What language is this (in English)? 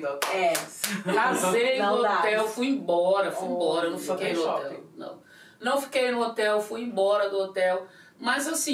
Portuguese